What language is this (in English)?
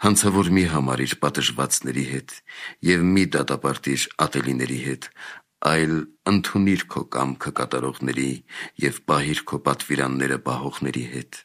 Armenian